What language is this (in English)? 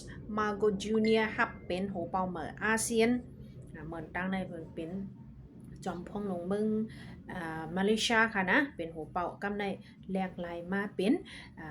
Shan